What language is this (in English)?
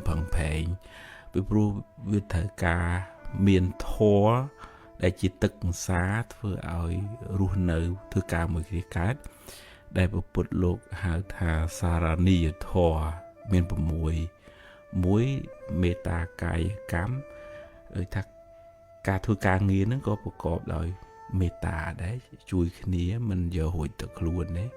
Khmer